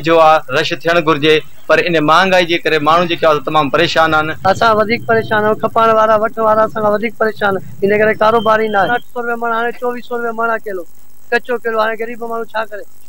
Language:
Sindhi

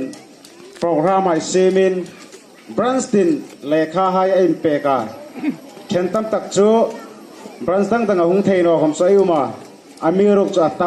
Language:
Hmar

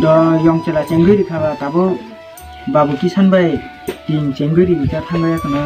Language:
Kok Borok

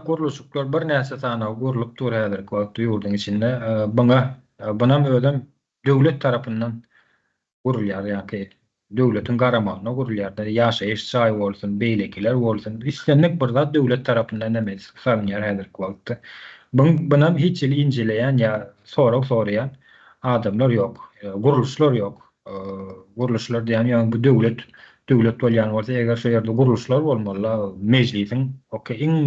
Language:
Turkmen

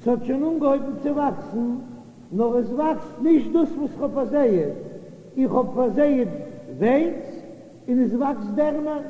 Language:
Yiddish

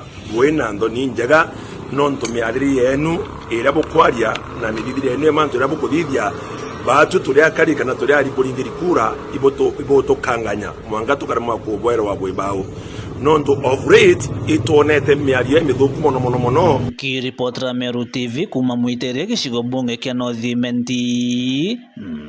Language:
Meru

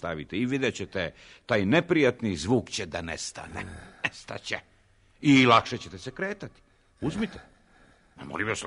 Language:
Serbian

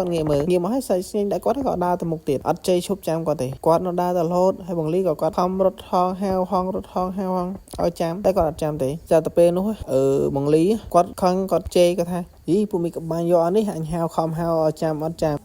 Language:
Khmer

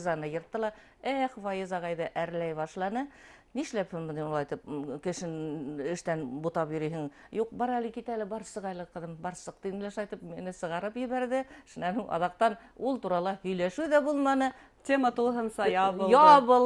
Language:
Bashkir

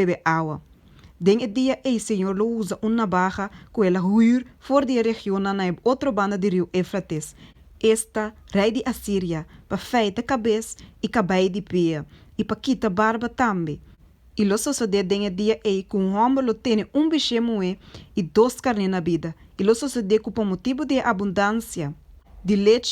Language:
Papiamento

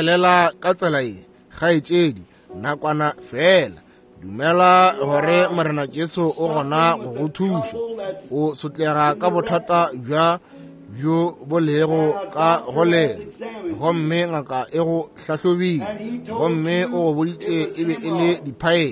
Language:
Northern Sotho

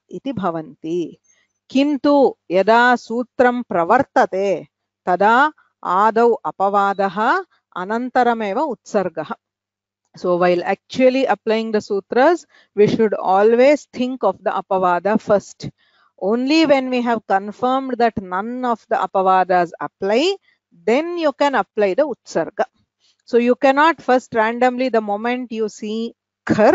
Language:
Sanskrit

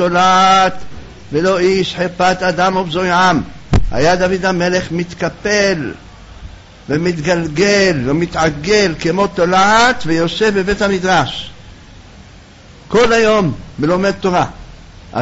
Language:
Hebrew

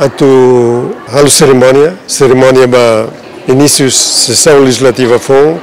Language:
Tetum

